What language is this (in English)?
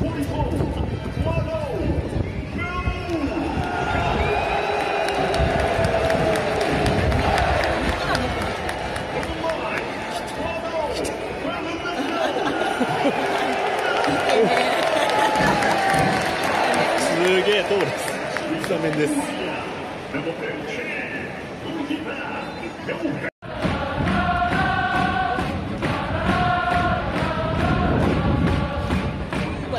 Japanese